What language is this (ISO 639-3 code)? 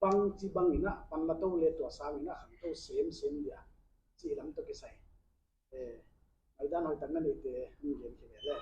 pck